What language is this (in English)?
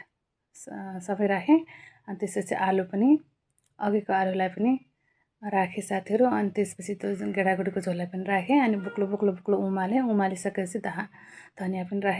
Nepali